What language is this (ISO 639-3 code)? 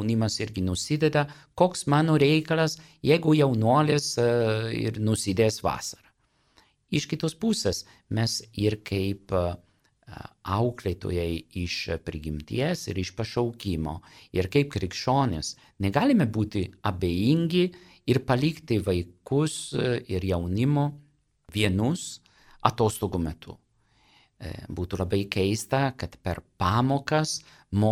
lit